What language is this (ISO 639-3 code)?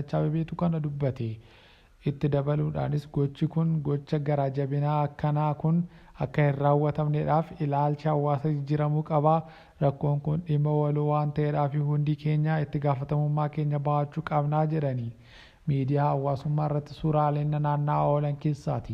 orm